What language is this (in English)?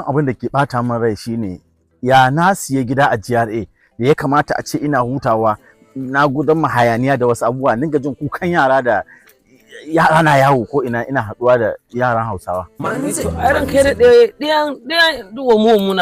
Hausa